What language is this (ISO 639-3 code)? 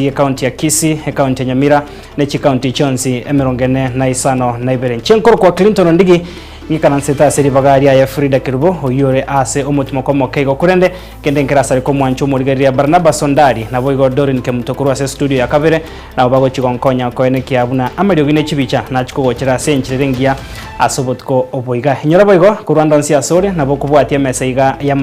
guz